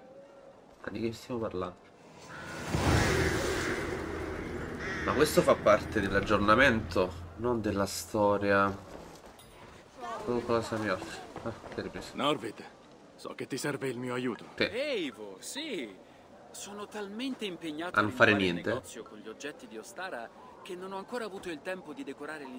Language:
Italian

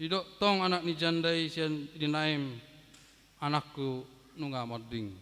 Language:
Batak Toba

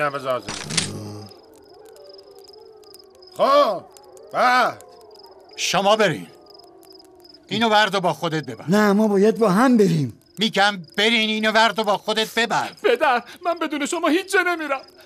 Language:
Persian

